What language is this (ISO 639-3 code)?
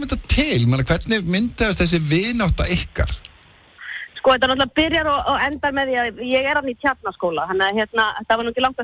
isl